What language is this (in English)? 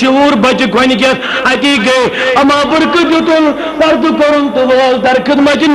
Kashmiri